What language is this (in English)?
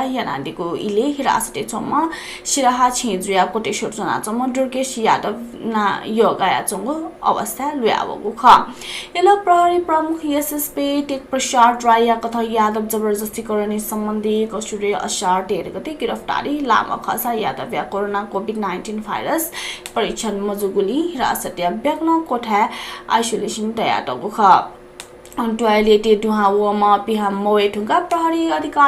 Newari